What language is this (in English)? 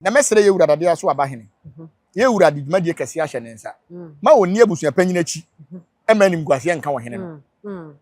Akan